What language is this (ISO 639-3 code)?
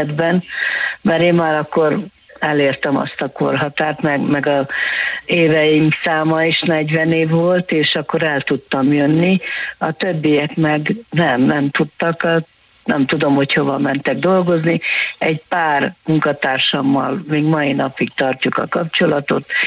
hun